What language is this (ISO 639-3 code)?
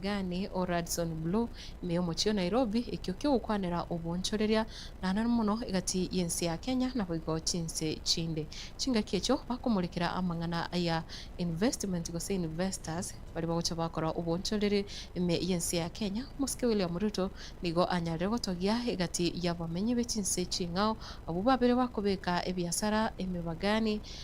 guz